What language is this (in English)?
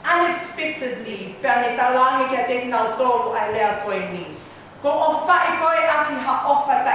Tongan